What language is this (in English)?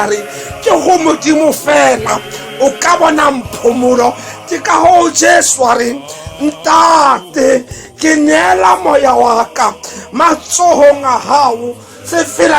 Tswana